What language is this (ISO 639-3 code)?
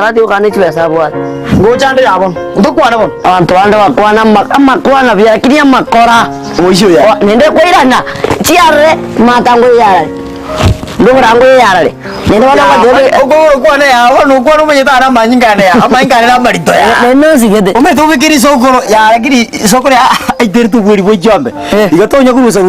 guz